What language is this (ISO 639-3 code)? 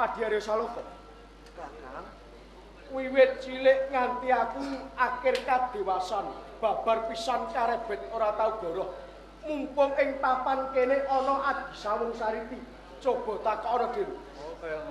jav